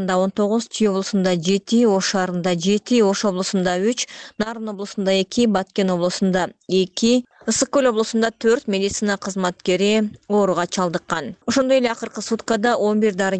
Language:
Kyrgyz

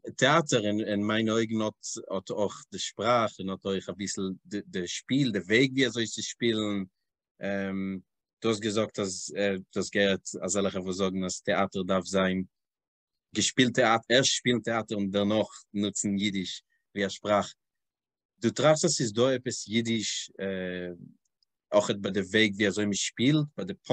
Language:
Yiddish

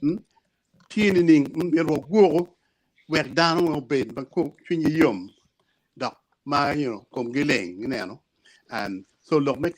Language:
Acoli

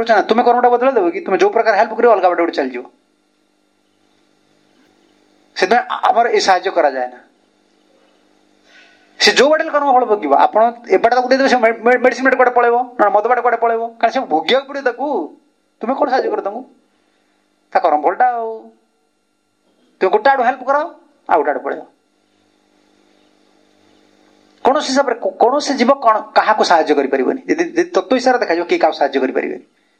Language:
Odia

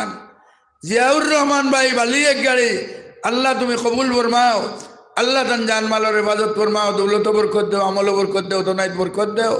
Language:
Sylheti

